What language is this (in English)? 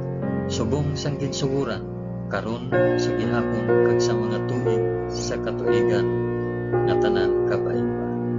Hiligaynon